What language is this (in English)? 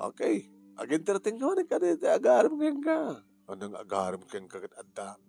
Iloko